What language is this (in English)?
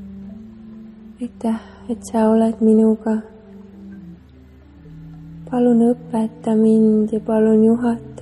Estonian